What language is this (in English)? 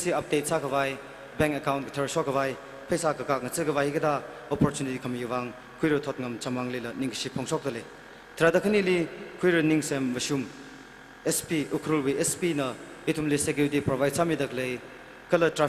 Tangkhul Naga (India)